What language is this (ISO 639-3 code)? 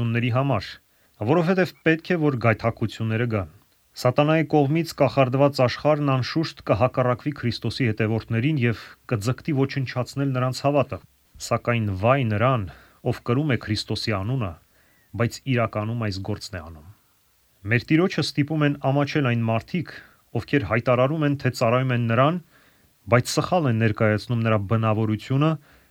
hye